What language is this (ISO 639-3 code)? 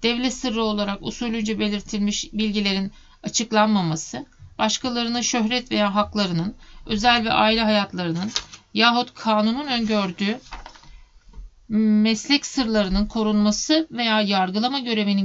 tur